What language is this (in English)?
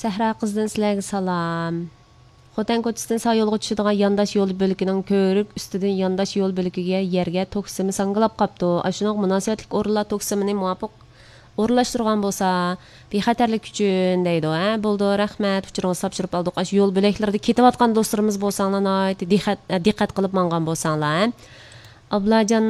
Uyghur